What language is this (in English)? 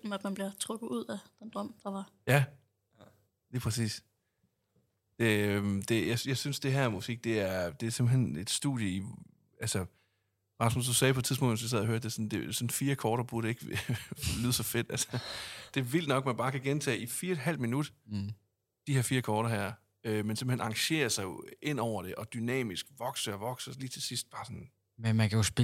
Danish